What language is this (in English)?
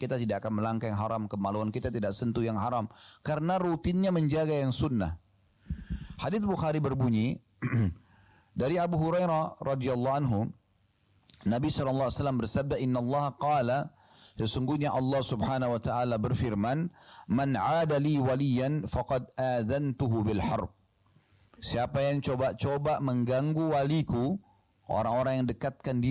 Indonesian